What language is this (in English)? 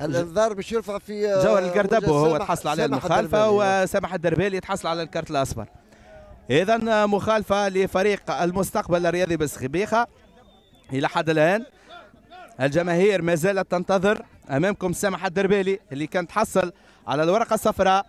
Tunisian Arabic